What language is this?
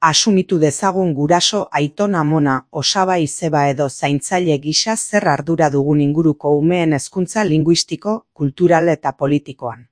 Basque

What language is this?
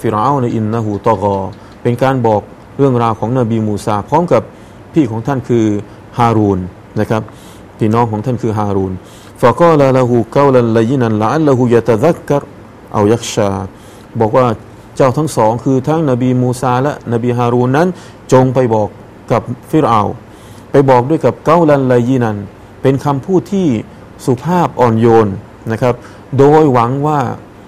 Thai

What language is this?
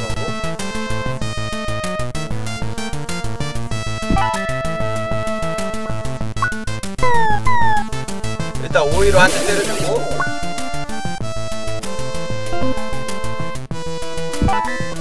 Korean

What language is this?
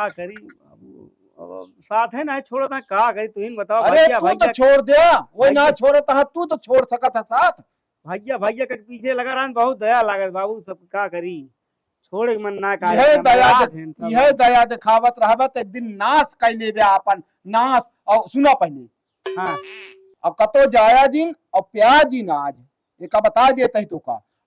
Awadhi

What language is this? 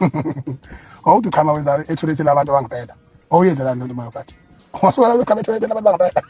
Zulu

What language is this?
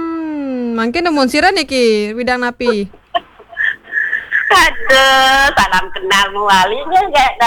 Balinese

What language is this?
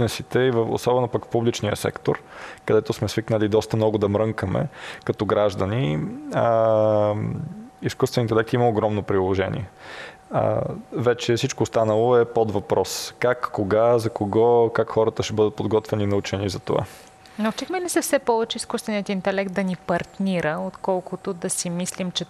Bulgarian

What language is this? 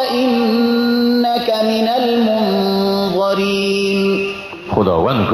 Persian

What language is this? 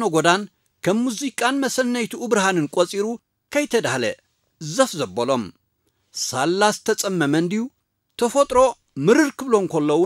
Tigrinya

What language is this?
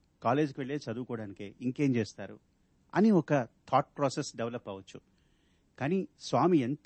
Telugu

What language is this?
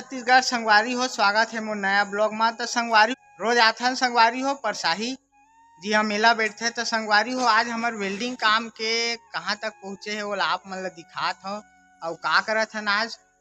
Chhattisgarhi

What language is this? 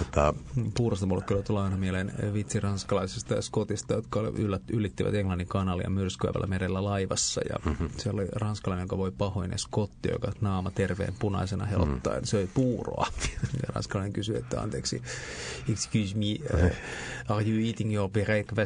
Finnish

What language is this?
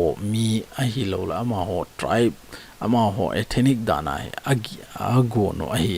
Thado Chin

